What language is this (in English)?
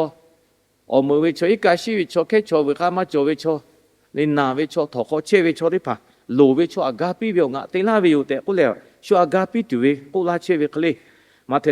Lahu